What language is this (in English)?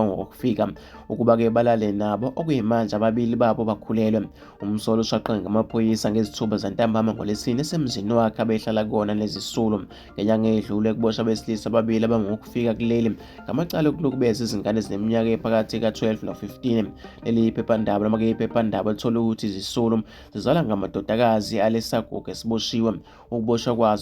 Zulu